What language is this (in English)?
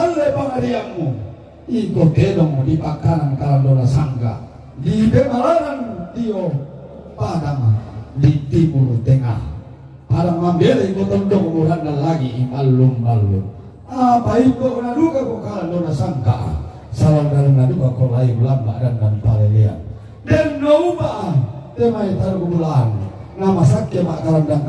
Toraja-Sa'dan